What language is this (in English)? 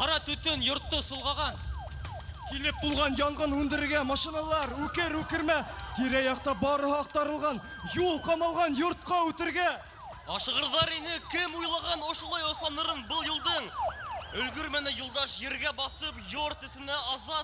Bashkir